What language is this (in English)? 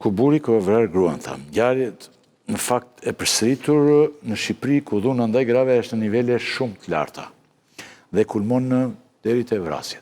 Albanian